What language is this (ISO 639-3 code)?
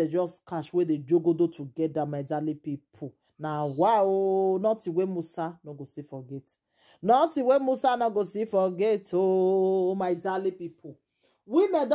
pcm